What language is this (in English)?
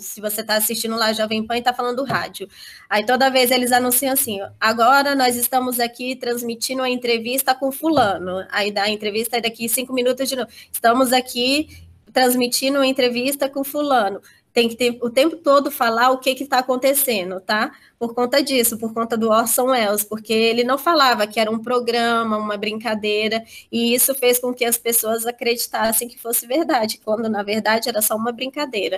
Portuguese